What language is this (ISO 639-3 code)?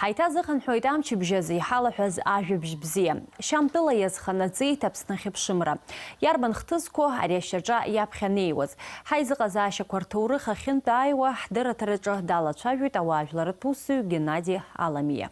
abk